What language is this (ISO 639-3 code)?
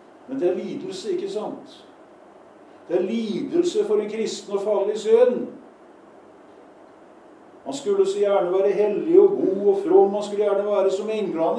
nor